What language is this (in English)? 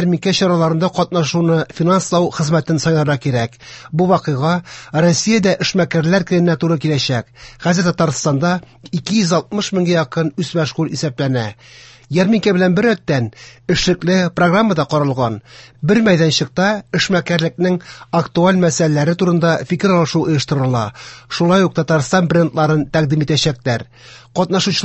Tatar